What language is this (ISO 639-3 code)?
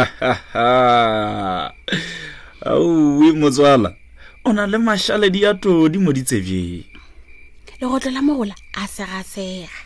nso